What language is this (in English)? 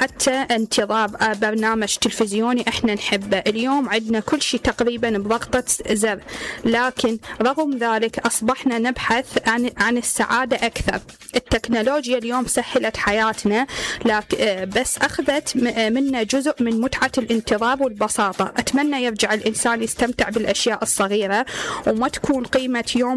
Mesopotamian Arabic